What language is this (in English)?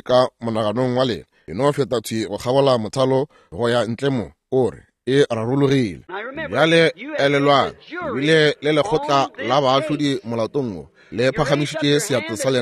Northern Sotho